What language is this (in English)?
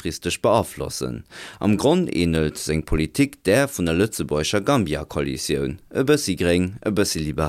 Luxembourgish